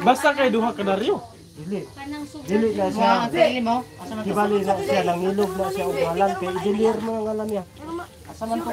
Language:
Cebuano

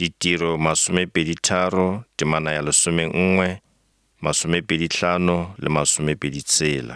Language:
Northern Sotho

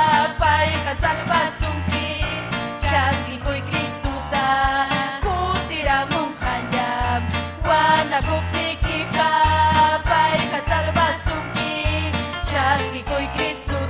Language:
Ayacucho Quechua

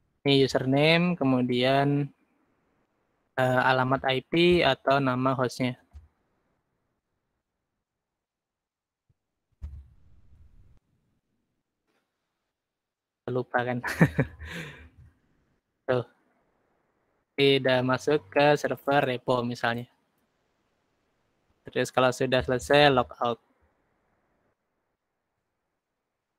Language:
Indonesian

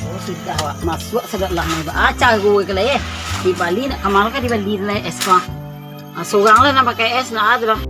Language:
Minangkabau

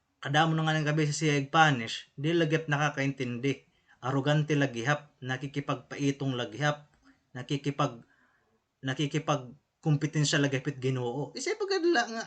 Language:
Waray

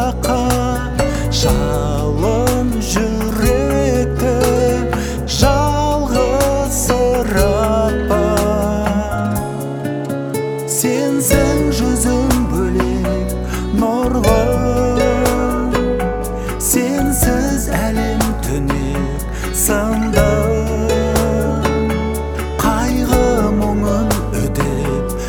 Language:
Kazakh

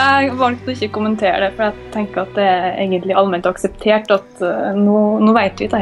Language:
Norwegian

